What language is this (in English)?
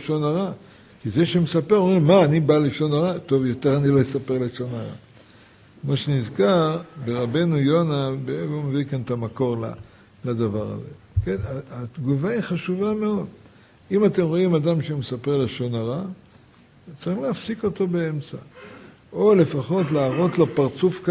Hebrew